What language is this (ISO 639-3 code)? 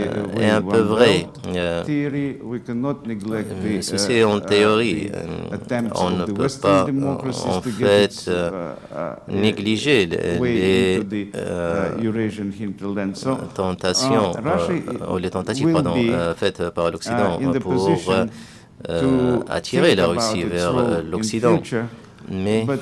fra